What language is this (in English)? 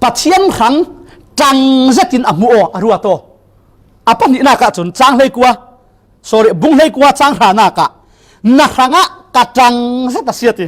Falam Chin